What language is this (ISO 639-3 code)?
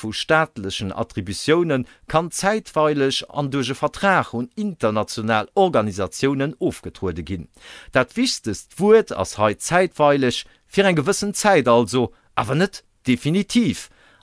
ltz